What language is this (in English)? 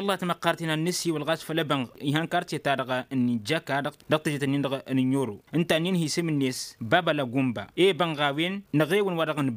Tamasheq